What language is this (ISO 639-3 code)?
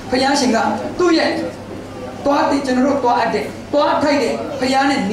mya